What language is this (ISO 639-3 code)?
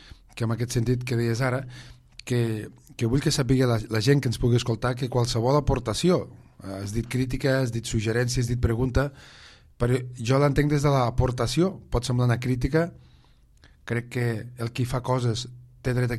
cat